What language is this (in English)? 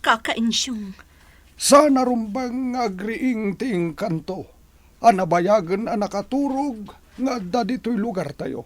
Iloko